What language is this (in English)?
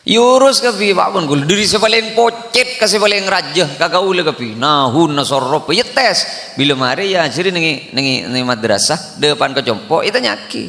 Madurese